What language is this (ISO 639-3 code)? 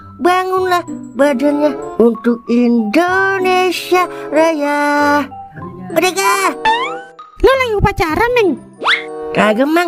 bew